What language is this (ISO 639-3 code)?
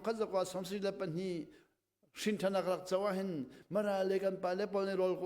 cnh